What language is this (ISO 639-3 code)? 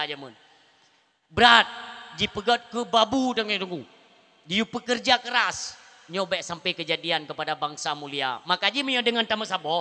ace